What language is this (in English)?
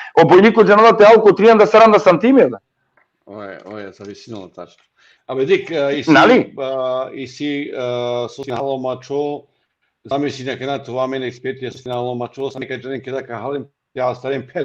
Balkan Romani